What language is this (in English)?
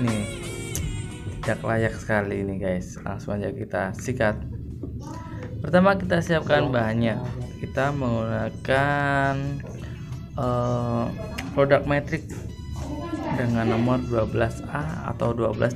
Indonesian